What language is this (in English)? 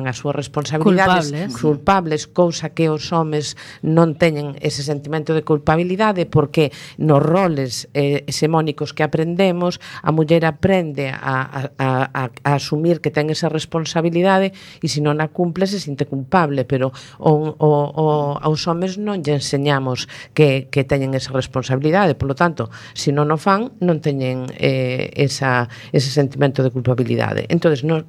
Galician